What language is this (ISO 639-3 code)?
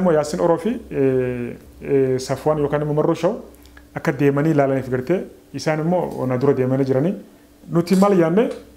orm